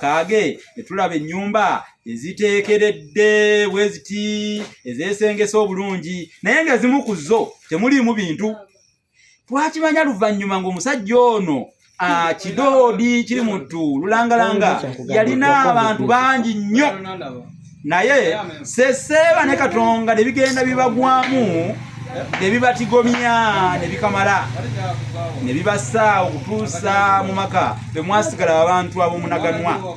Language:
Ganda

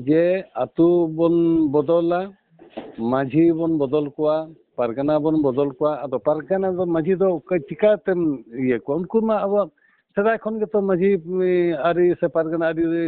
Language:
Santali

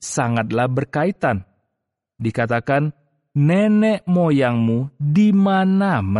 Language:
Indonesian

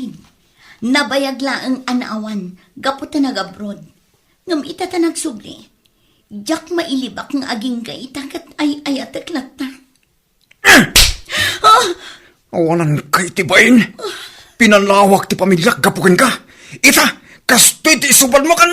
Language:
Iloko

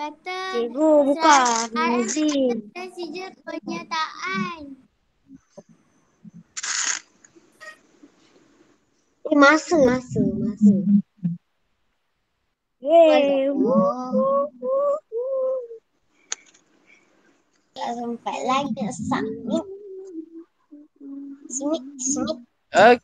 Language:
Malay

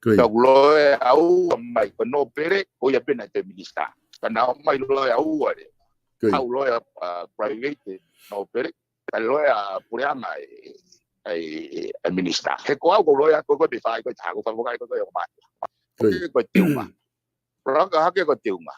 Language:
Tongan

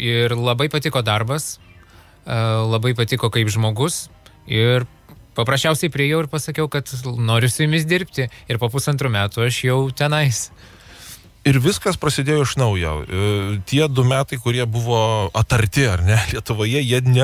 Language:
Lithuanian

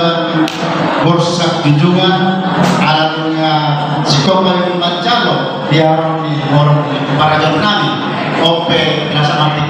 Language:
Batak Toba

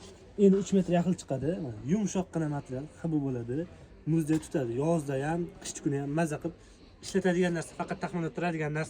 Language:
Uzbek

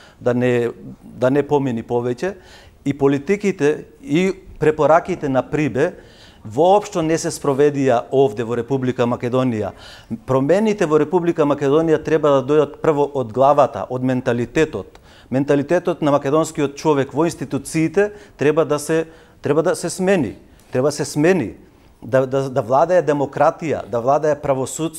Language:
Macedonian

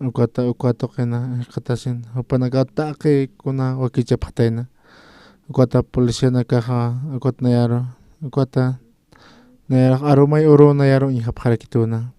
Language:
Aymara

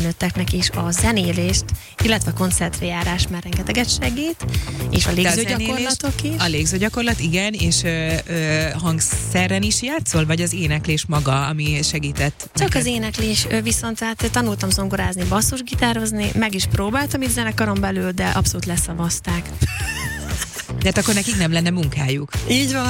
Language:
Hungarian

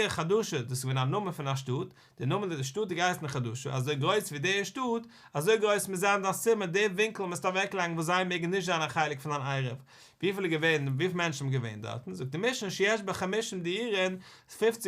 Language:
Yiddish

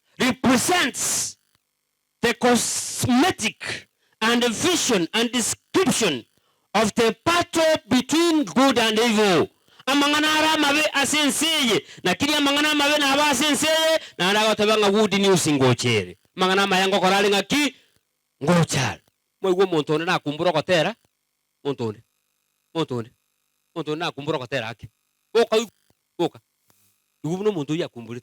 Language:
Gusii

